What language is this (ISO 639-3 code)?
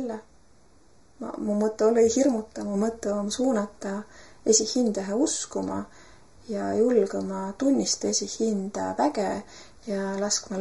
est